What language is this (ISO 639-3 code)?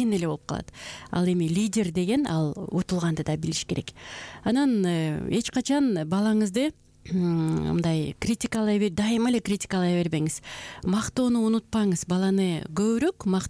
kir